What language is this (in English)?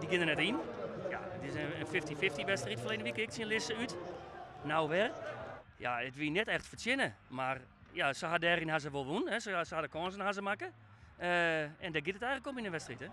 Western Frisian